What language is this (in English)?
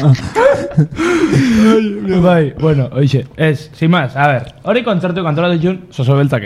Basque